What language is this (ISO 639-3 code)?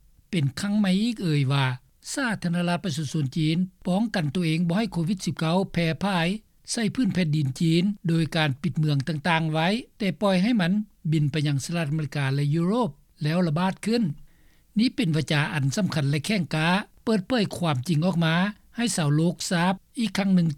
lao